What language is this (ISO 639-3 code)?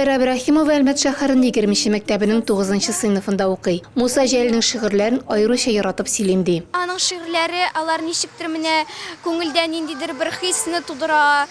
tat